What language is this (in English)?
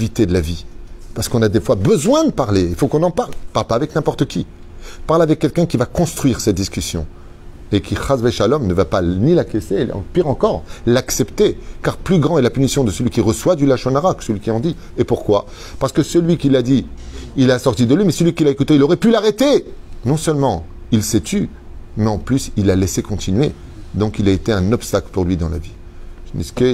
French